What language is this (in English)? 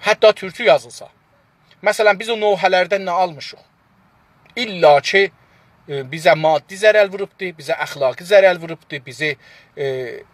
South Azerbaijani